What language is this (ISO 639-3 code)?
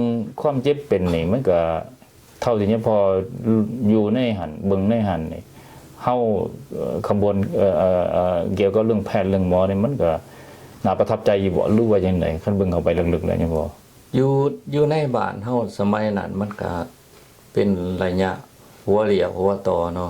lao